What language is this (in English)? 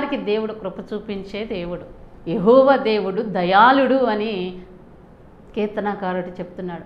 Telugu